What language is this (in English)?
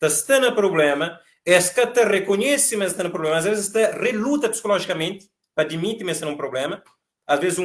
Kabuverdianu